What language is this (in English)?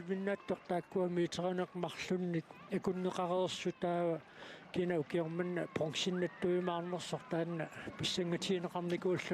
Kalaallisut